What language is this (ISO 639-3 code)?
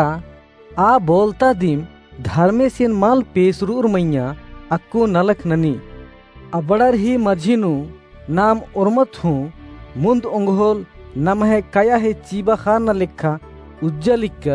kru